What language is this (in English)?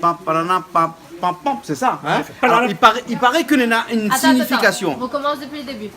Réunion Creole French